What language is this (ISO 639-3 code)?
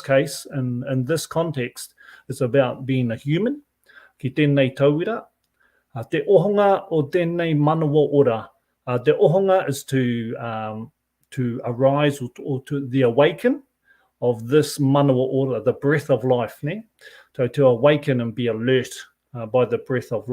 mri